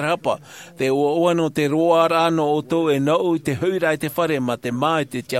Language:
Tahitian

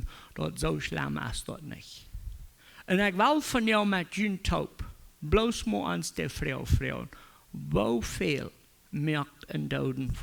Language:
Plautdietsch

